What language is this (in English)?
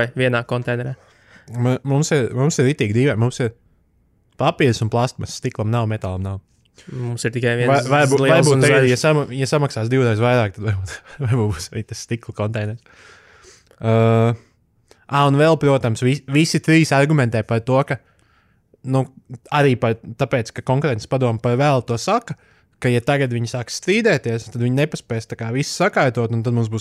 Latvian